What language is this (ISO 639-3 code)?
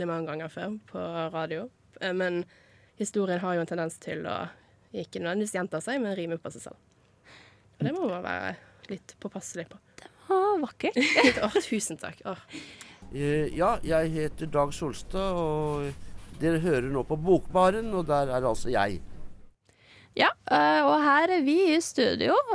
nor